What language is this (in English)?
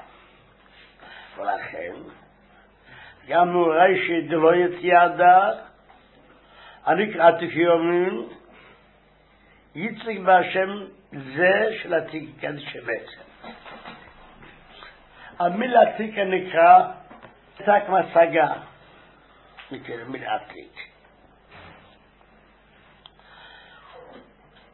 Hebrew